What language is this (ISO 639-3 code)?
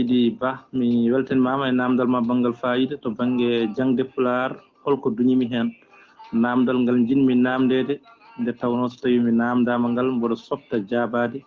ful